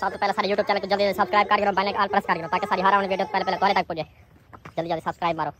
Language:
Saraiki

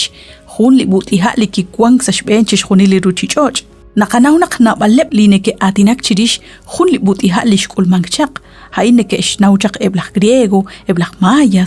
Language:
Kekchí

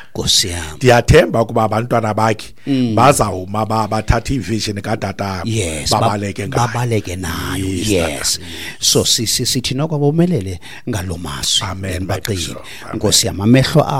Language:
Xhosa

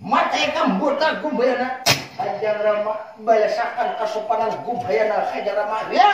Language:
Banjar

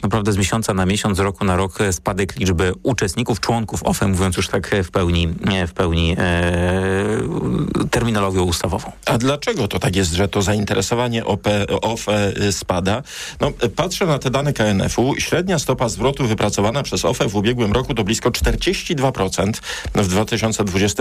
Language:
Polish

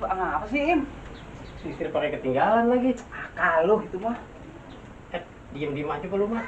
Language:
Betawi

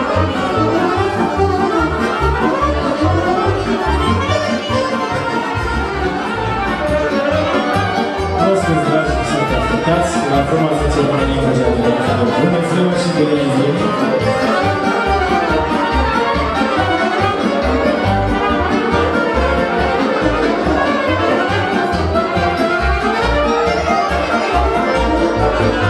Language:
Romanian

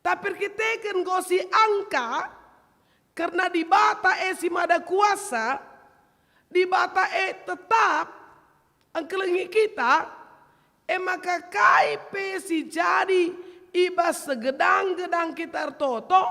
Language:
Batak Karo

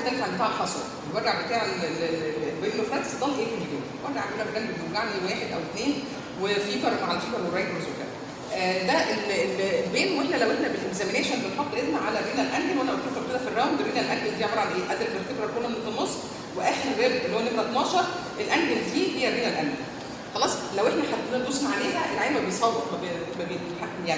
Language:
Egyptian Arabic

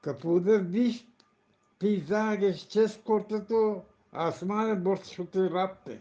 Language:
Eastern Balochi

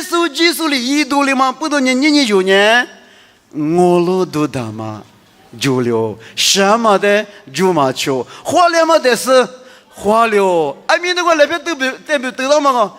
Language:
Lisu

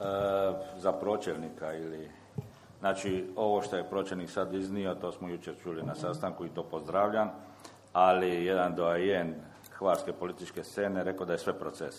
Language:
Croatian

